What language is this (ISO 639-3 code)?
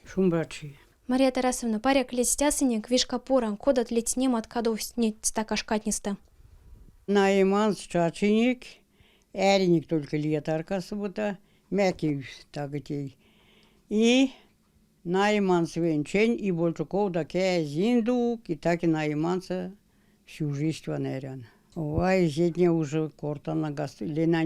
myv